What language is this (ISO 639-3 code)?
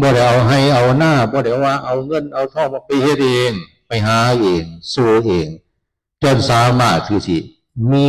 tts